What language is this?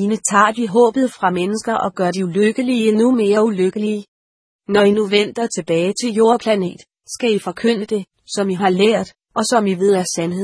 Danish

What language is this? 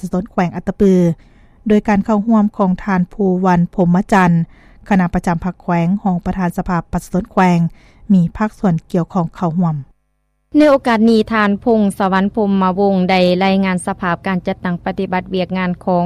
Lao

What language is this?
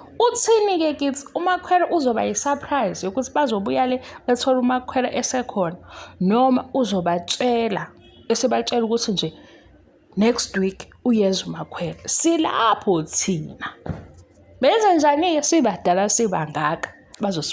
Zulu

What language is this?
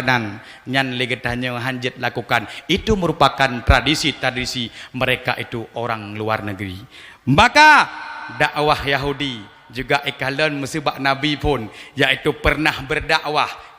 Achinese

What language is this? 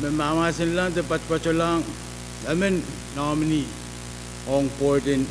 Pohnpeian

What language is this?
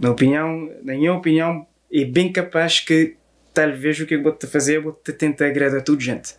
Kabuverdianu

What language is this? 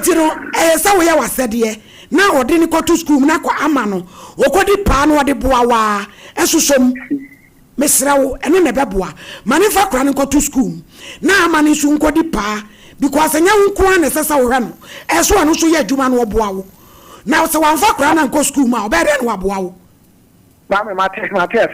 Akan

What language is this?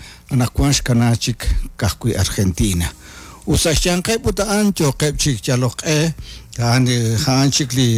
Kekchí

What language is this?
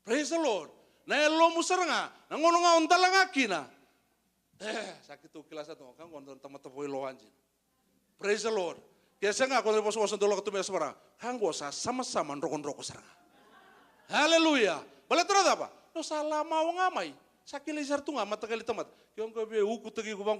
Fijian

